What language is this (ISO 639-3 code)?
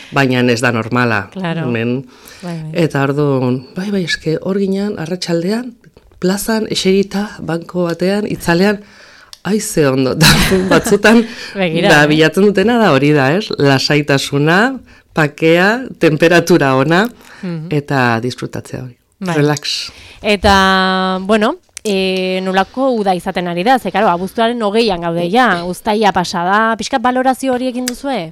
eus